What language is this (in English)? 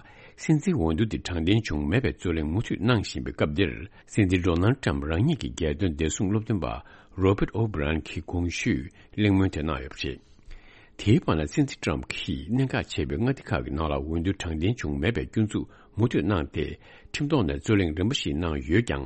Tibetan